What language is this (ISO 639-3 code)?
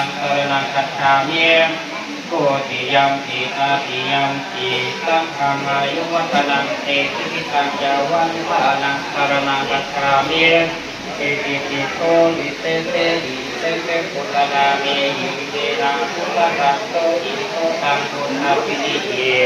pli